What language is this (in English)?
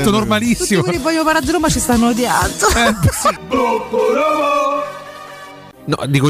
Italian